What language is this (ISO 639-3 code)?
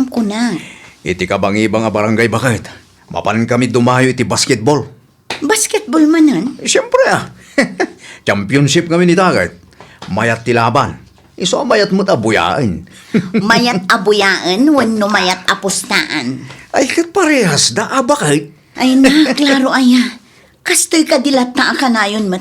ilo